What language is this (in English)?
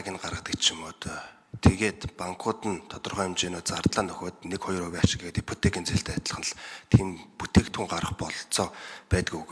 Mongolian